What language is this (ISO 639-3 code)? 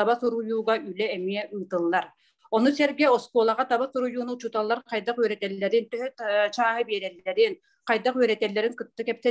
sah